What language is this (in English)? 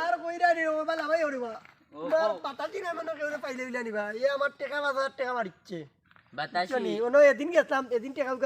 Sylheti